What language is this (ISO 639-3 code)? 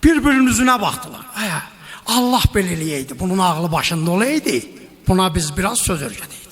azb